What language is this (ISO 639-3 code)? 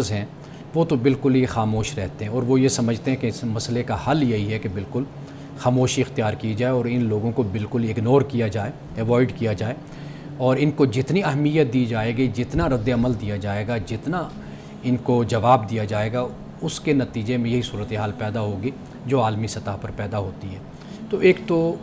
urd